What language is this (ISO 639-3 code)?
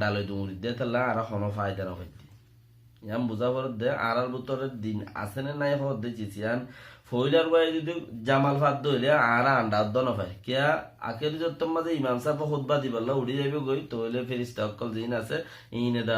rhg